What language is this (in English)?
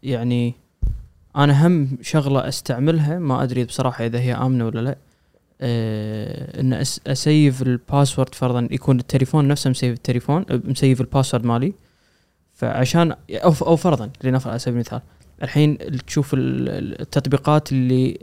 Gulf Arabic